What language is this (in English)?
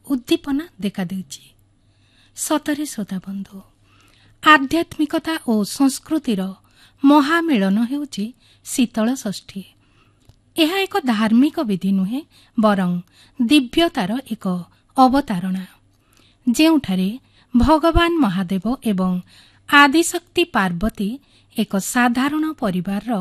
Odia